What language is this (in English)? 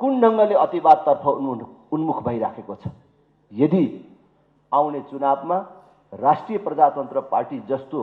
Nepali